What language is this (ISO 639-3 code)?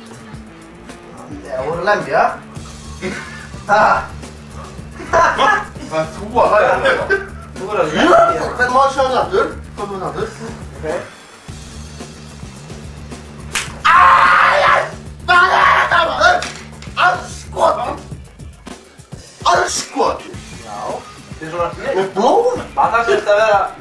isl